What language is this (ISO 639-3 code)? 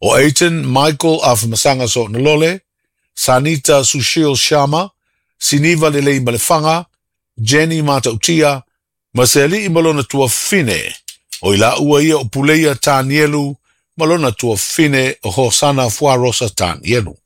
smo